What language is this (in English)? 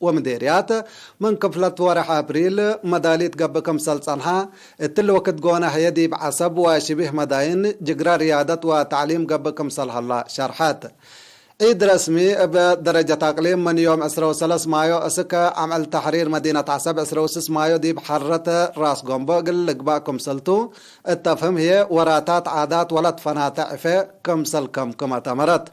Tigre